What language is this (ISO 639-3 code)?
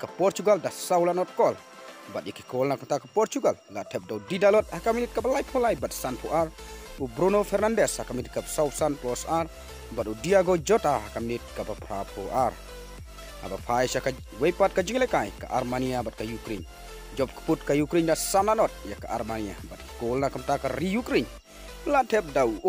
kha